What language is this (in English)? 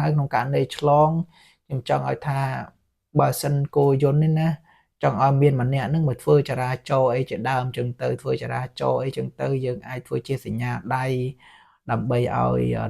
Khmer